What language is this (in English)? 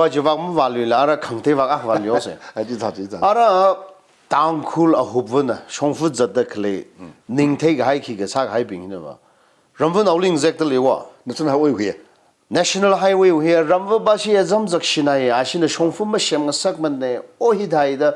Tangkhul Naga (India)